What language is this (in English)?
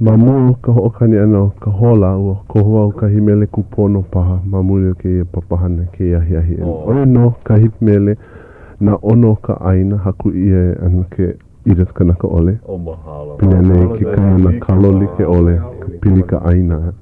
Hawaiian